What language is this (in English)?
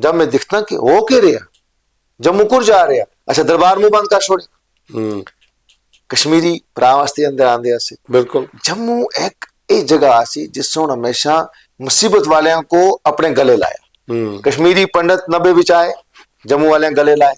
Dogri